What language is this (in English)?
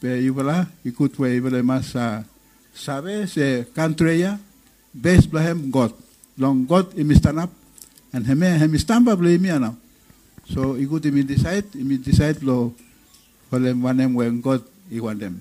Bislama